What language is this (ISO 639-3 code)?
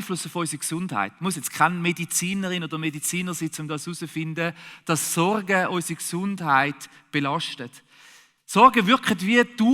gsw